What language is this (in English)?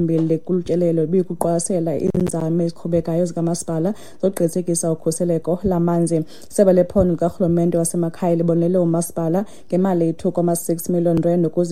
Xhosa